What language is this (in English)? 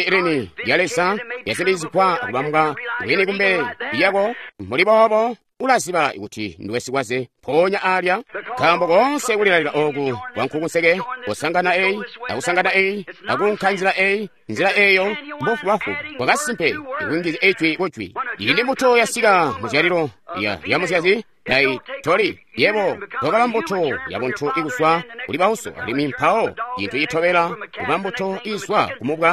Tonga (Zambia)